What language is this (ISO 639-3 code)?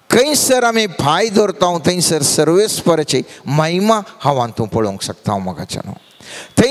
kok